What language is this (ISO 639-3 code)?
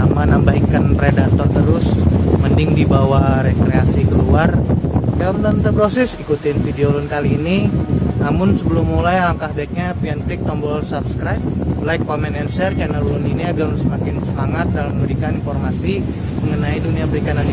bjn